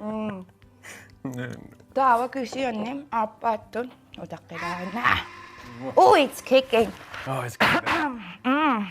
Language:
Kalaallisut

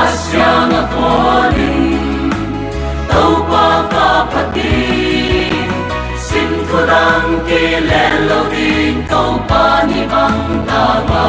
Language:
Paite Chin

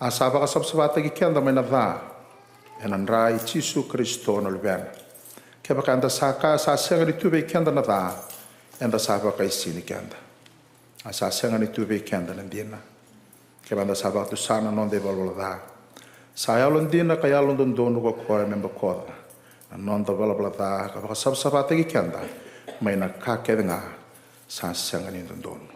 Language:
Fijian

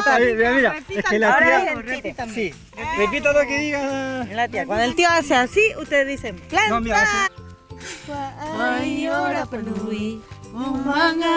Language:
Rapanui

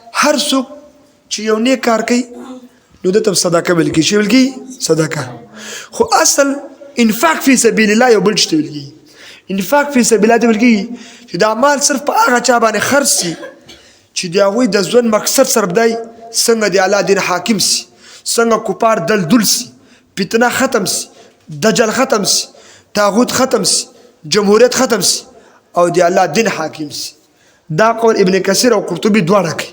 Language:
Pashto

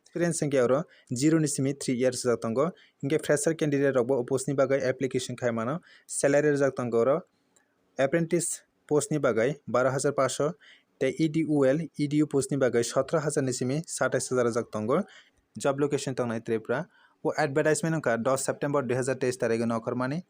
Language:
Kok Borok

